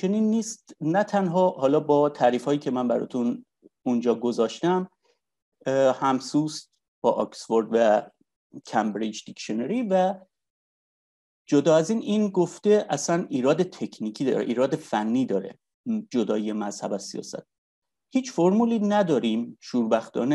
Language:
Persian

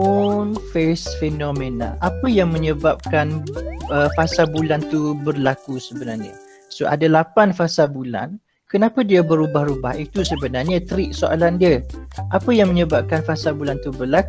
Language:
Malay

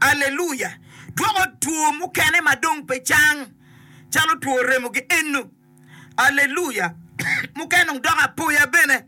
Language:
Acoli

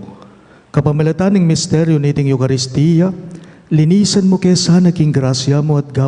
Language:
Pampanga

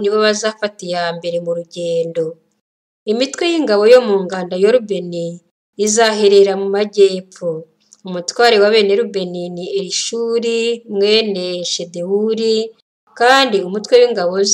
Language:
Kinyarwanda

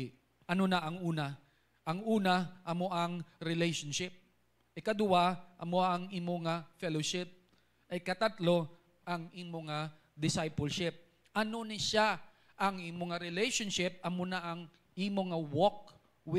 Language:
Hiligaynon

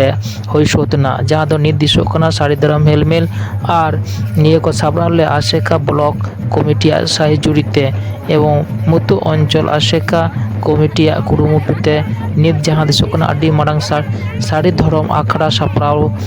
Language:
Santali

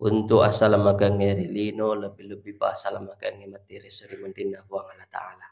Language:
Buginese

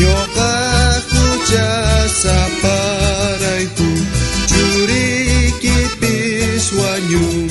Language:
South Bolivian Quechua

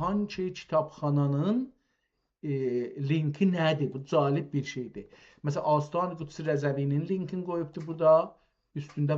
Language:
South Azerbaijani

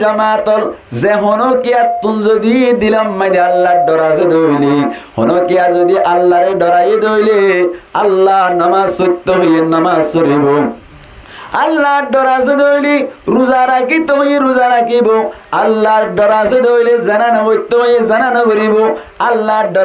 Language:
Rohingya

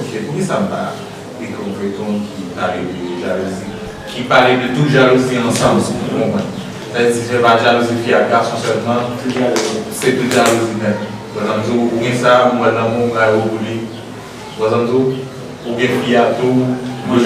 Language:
Haitian Creole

